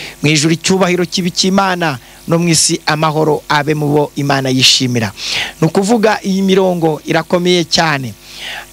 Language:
Kinyarwanda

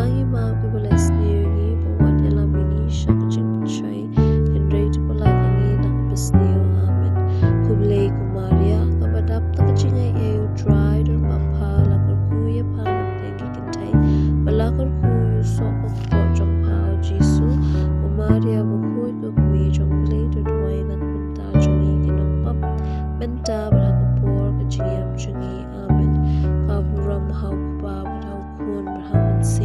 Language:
Khasi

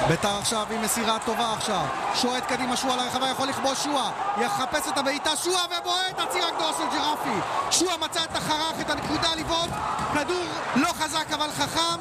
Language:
Hebrew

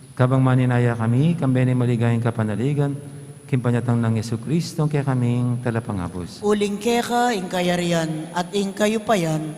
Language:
Pampanga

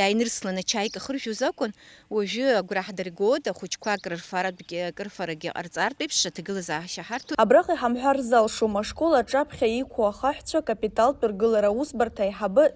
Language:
Abkhazian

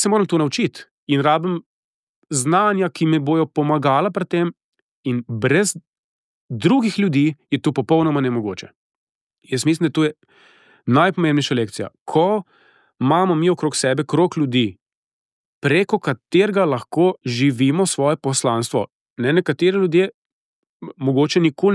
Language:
Slovenian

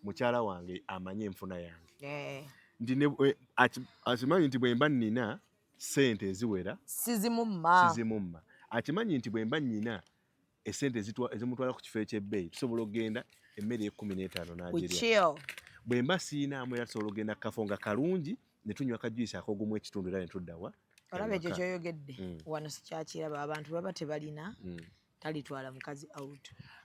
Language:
Ganda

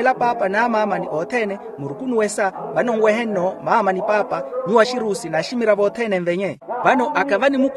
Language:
Makhuwa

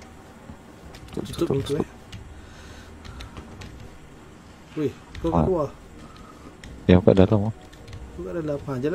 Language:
Malay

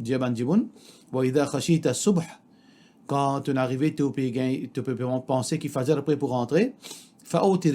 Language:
Morisyen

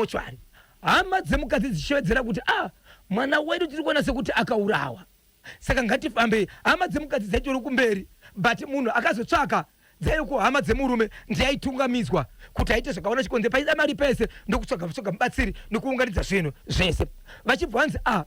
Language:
Shona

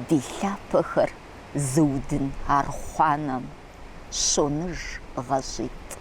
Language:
Kabardian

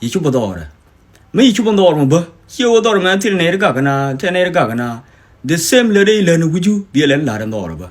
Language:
Nuer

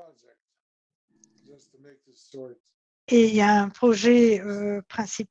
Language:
French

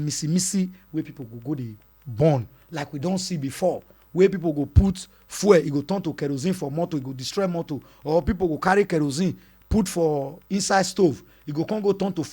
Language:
Nigerian Pidgin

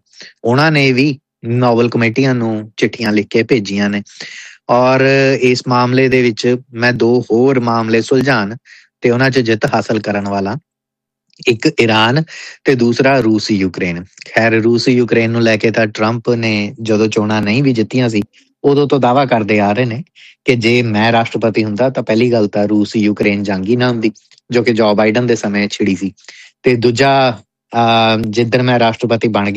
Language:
Punjabi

